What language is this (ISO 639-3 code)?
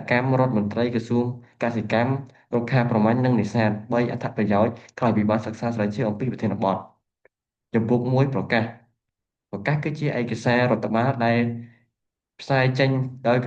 khm